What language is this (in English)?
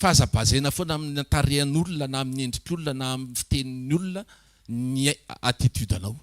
Malagasy